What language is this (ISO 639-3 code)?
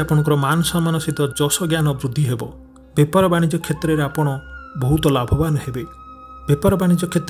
ori